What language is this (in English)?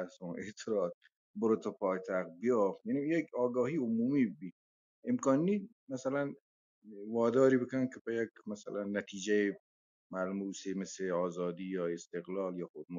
Baluchi